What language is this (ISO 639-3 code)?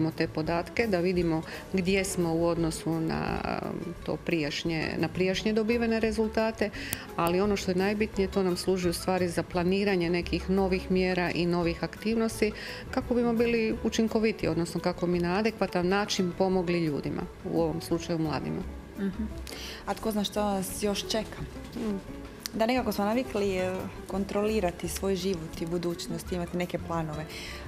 hrv